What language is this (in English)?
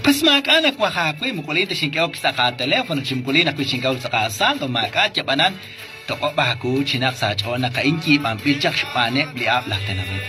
Kekchí